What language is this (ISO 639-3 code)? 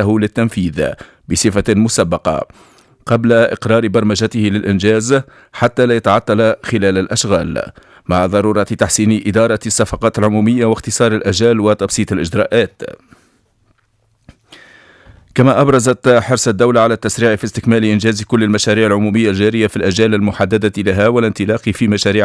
ara